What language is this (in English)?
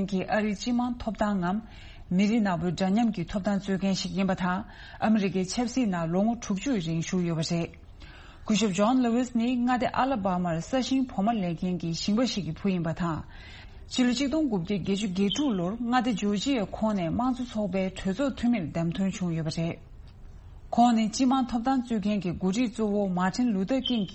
Tibetan